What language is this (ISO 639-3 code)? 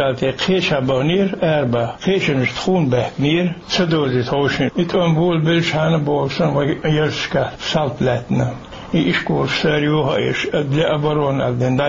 che